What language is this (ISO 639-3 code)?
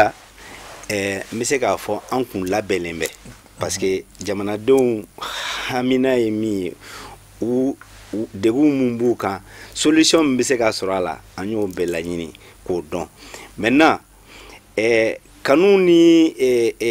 bam